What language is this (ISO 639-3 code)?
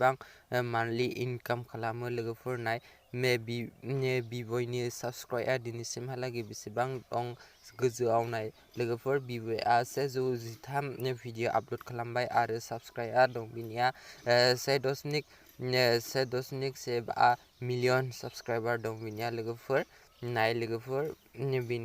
brx